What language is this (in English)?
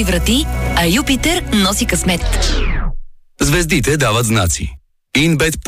Bulgarian